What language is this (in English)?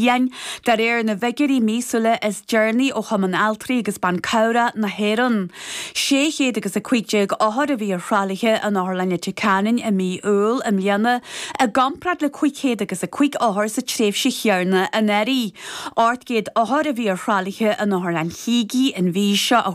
Irish